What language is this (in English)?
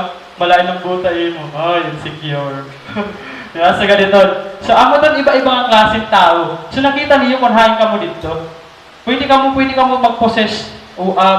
Waray